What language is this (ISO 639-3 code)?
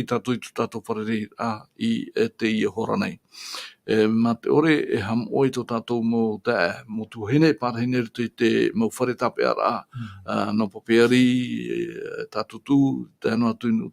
tah